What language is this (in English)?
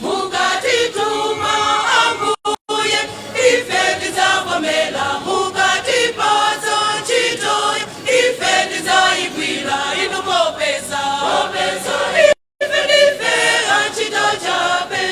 Nyanja